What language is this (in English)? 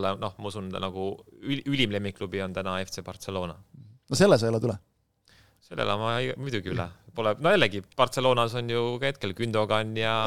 Estonian